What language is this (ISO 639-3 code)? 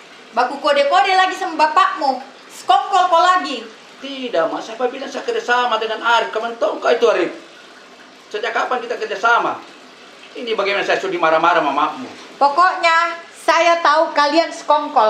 mfp